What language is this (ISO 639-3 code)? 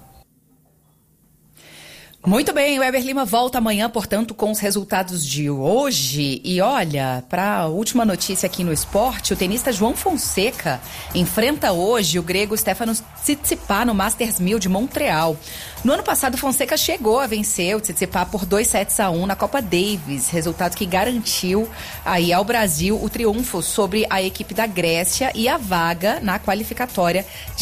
por